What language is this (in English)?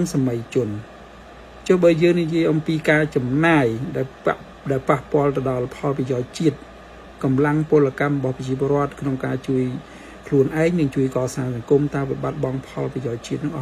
Khmer